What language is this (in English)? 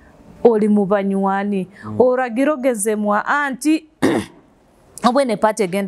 Nyoro